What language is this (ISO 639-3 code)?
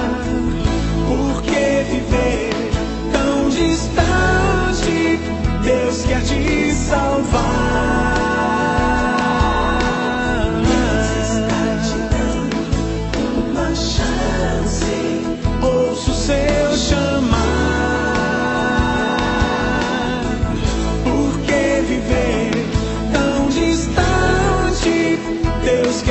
por